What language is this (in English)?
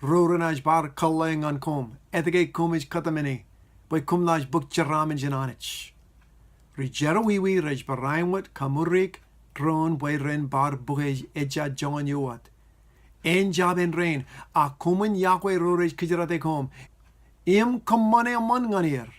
Marshallese